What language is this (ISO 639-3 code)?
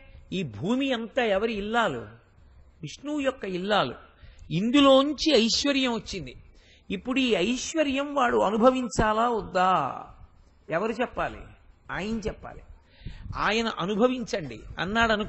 tel